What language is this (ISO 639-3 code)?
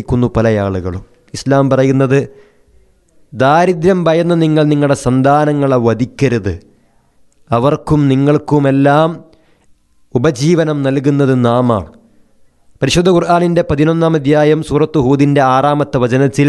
mal